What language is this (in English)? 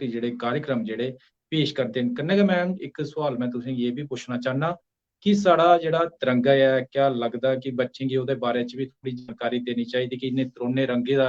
Dogri